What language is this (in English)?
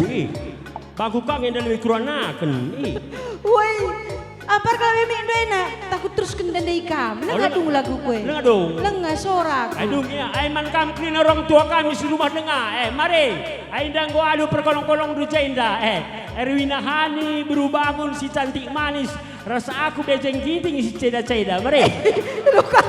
Batak Karo